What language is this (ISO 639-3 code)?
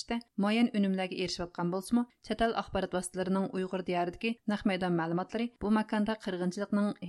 uig